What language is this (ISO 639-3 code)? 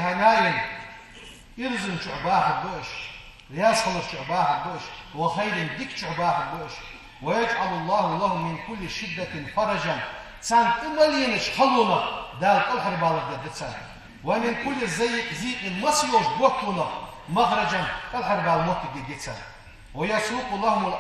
inh